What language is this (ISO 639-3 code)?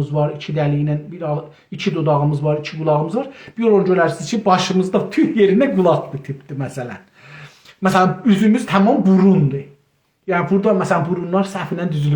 azb